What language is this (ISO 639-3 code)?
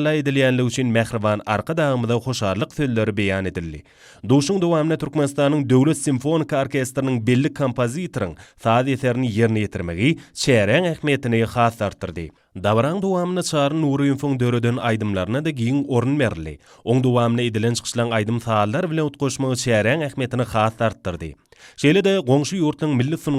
tuk